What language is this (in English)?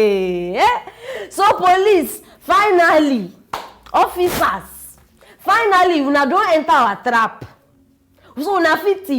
Nigerian Pidgin